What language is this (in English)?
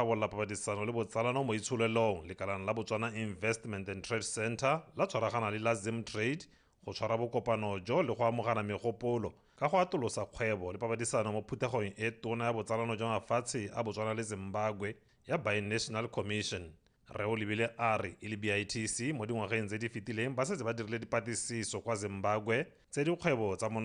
Tswana